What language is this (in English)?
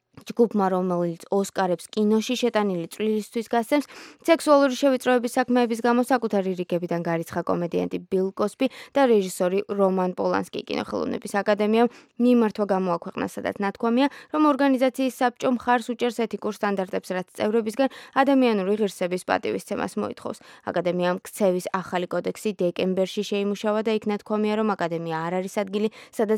Georgian